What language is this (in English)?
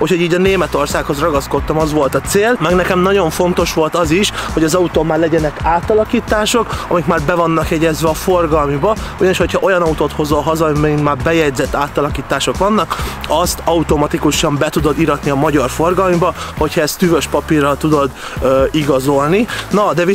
Hungarian